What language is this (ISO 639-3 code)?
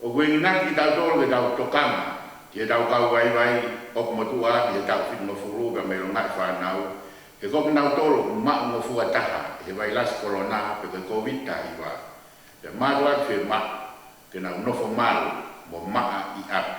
ton